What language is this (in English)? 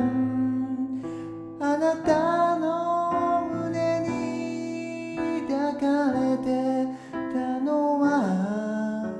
Japanese